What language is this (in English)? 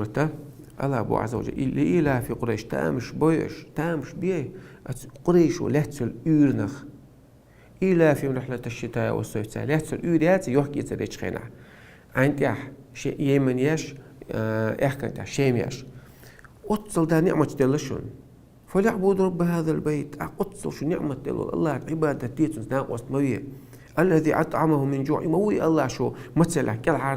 Chechen